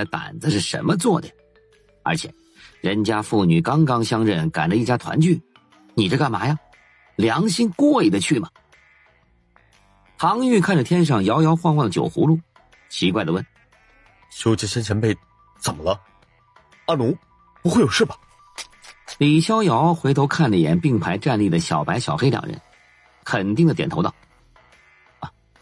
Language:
Chinese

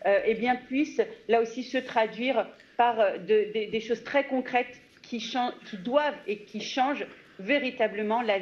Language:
French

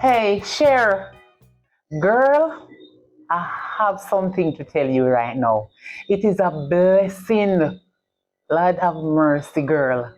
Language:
Jamaican Creole English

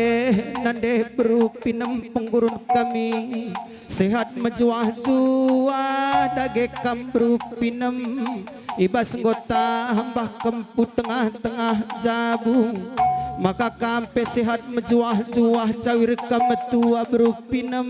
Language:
Batak Karo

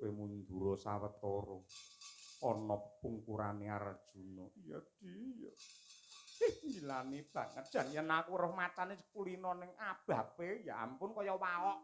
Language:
Javanese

